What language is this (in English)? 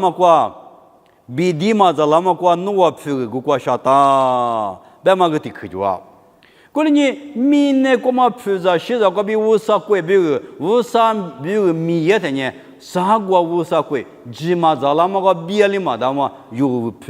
Lisu